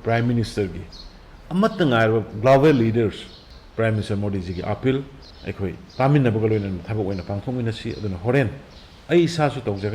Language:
Manipuri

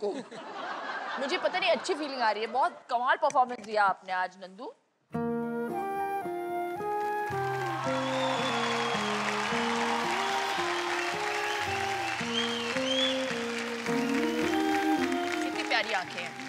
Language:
Hindi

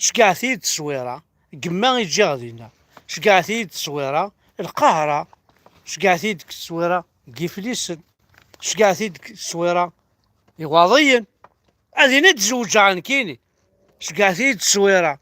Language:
Kabyle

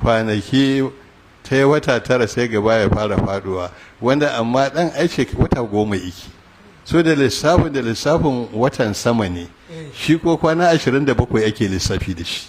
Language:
Hausa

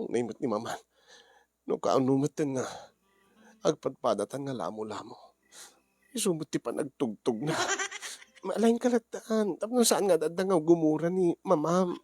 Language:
Iloko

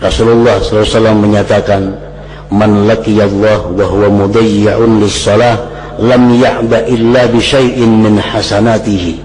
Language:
Banjar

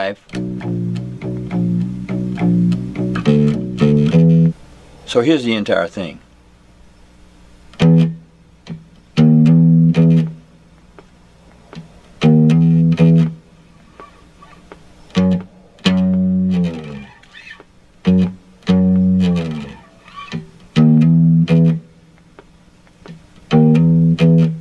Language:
English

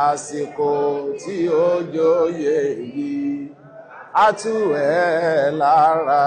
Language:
Yoruba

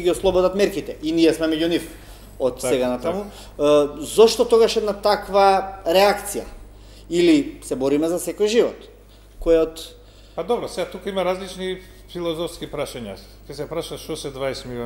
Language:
Macedonian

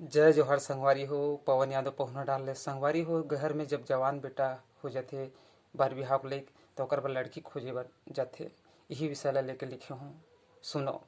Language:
Chhattisgarhi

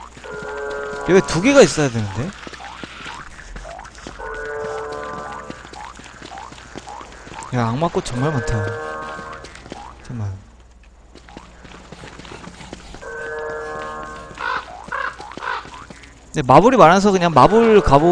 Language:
Korean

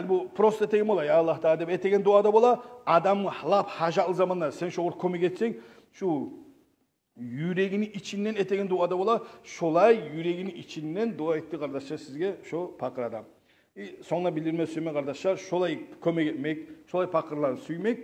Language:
Kumyk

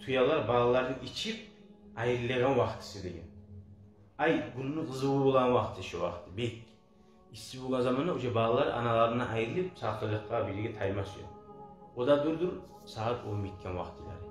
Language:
Kumyk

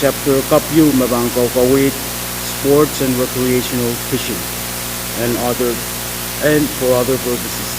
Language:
Pohnpeian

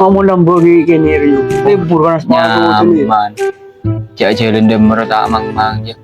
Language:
Madurese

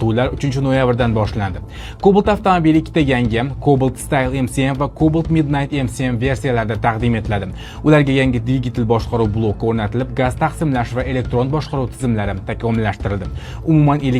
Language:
Uzbek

